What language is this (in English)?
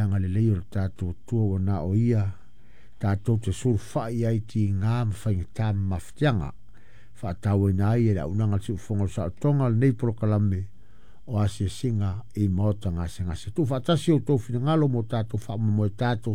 Samoan